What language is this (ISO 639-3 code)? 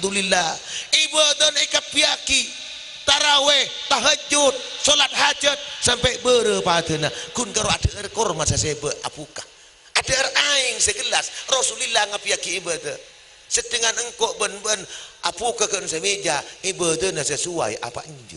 mad